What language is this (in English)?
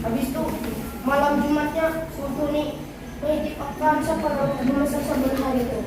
Banjar